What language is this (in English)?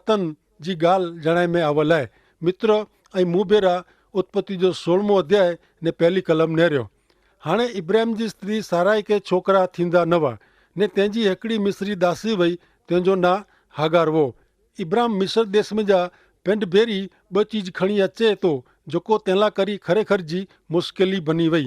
Kachhi